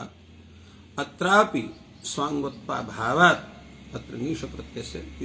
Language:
Sanskrit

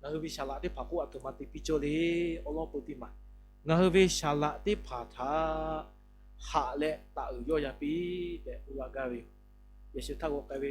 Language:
Lahu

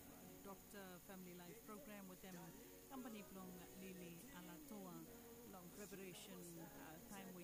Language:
Bislama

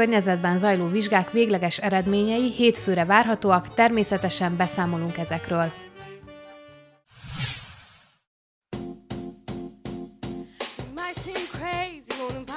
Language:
Hungarian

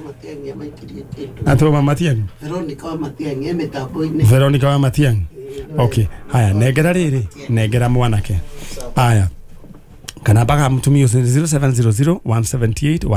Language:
Kikuyu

